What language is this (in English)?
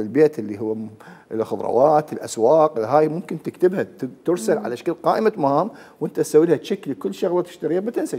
Mesopotamian Arabic